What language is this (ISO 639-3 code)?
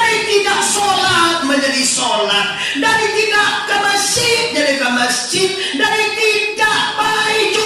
min